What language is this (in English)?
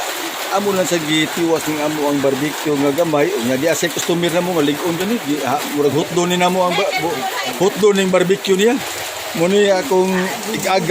Cebuano